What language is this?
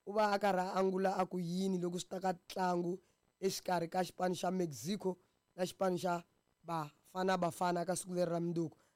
Tsonga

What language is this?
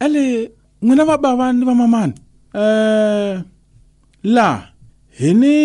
Tsonga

